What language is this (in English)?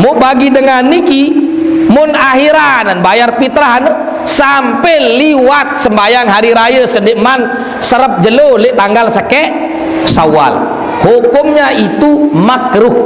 Sasak